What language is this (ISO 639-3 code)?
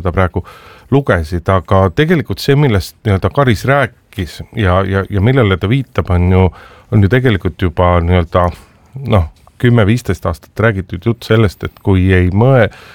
est